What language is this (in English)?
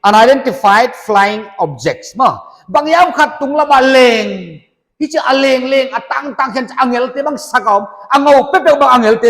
Paite Chin